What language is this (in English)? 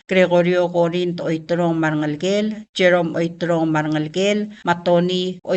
Palauan